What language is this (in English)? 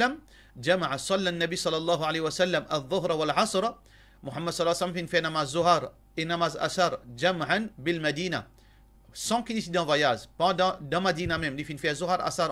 Morisyen